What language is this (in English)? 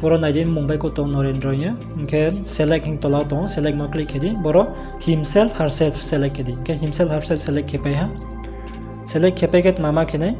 Riang (India)